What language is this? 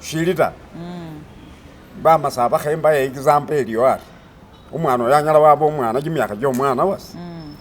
Masaaba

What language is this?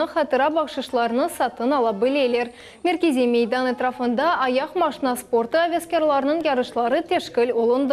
Crimean Tatar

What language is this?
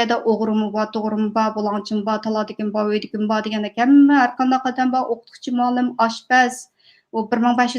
Uyghur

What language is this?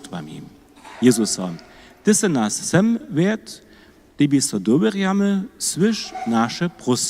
Upper Sorbian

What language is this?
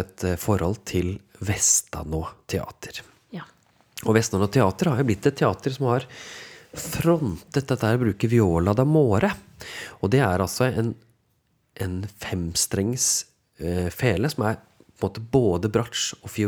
Norwegian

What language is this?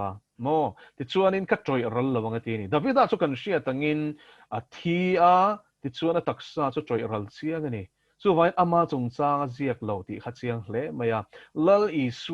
Mizo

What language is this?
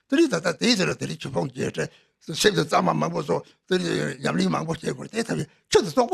Tibetan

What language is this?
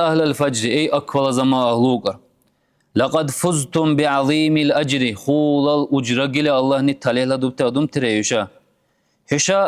Dargwa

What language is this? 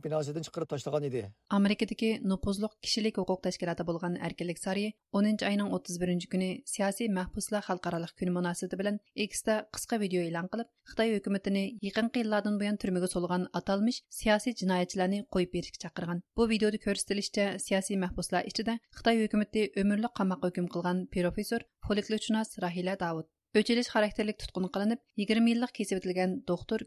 Uyghur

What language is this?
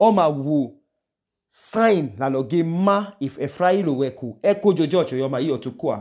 Idoma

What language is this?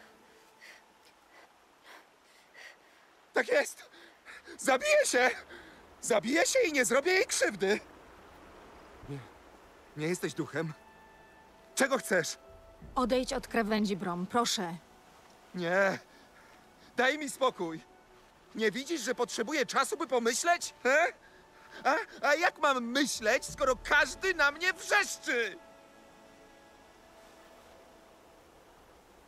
Polish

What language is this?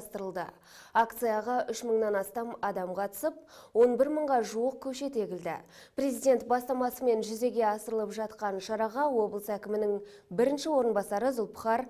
Kazakh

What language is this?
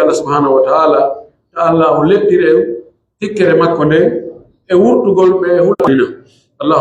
Pular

